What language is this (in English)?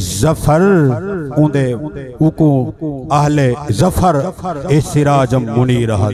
Saraiki